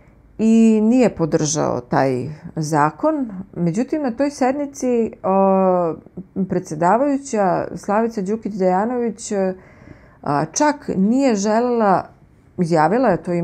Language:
Serbian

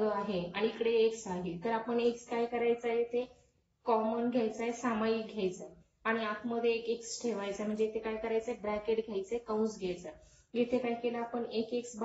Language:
Marathi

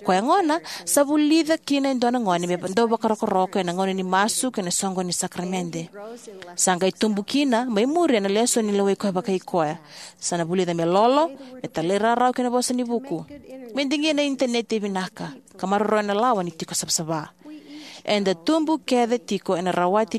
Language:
Fijian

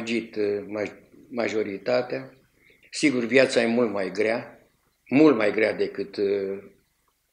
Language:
Romanian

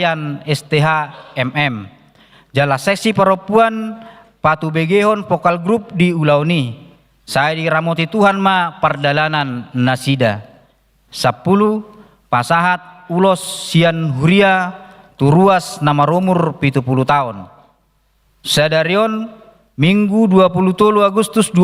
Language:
Batak Toba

